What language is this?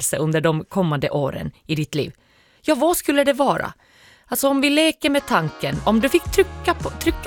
Swedish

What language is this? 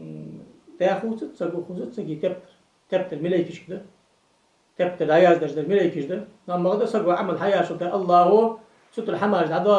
Ingush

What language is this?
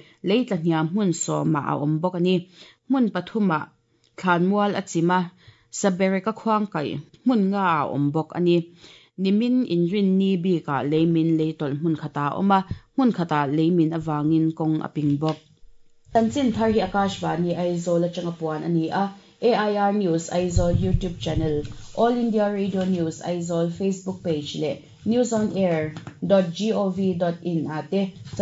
Mizo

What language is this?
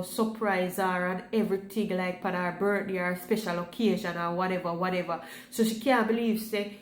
Jamaican Creole English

